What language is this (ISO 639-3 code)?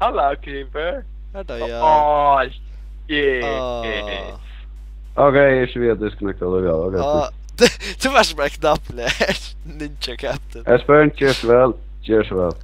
fao